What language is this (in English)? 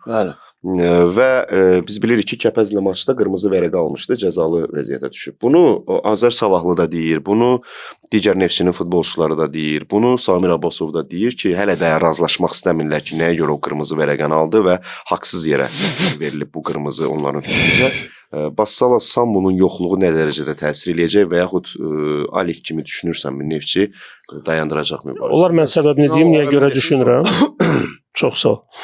Azerbaijani